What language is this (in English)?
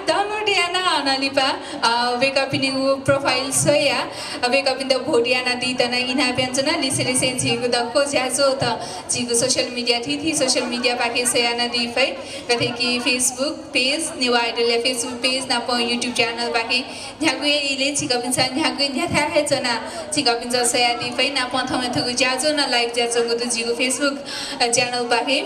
Newari